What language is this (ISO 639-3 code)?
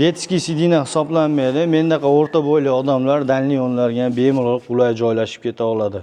uzb